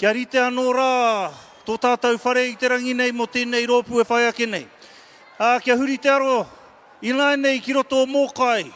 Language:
Māori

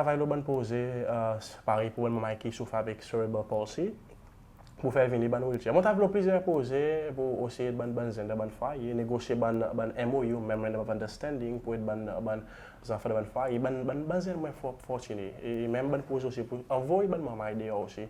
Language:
Seselwa Creole French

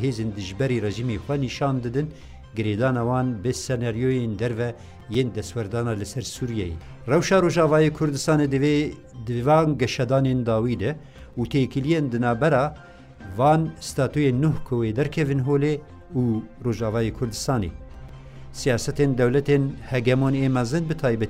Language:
Kurdish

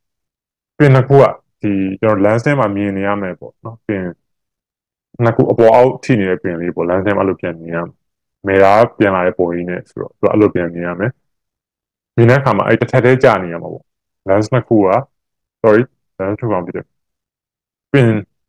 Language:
Burmese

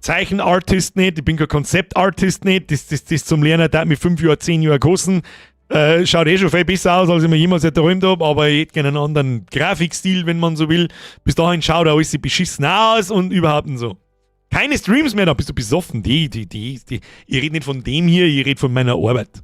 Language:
Bavarian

